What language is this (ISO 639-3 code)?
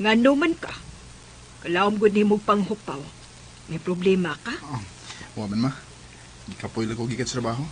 ceb